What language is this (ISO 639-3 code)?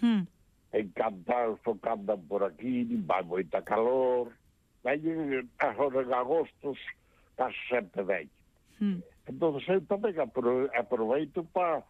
glg